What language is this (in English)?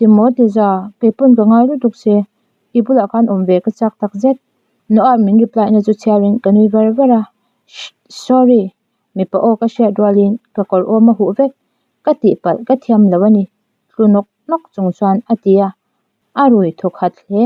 Mizo